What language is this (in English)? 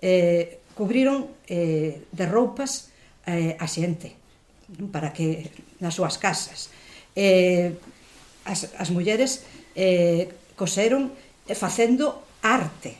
Galician